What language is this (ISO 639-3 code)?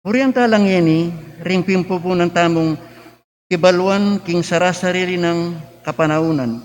pam